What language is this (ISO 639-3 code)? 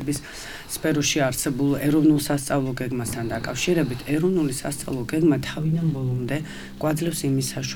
kat